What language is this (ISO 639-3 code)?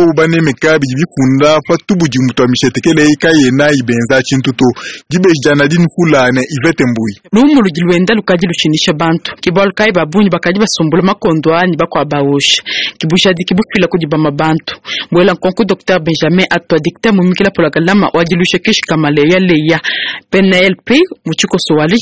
lua